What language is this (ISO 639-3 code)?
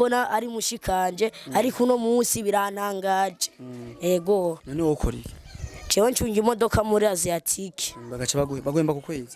run